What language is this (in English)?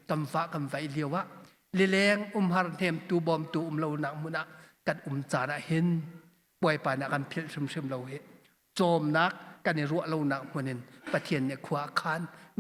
Hakha Chin